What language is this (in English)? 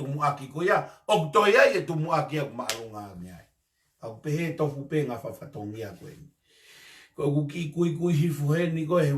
Tongan